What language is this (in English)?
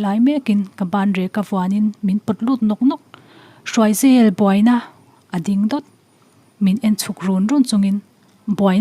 Mizo